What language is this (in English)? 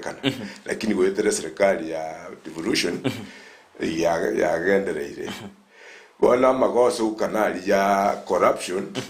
Gusii